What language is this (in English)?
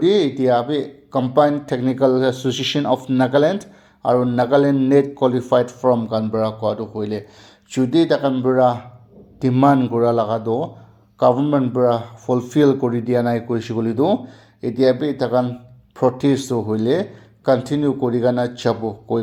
Naga Pidgin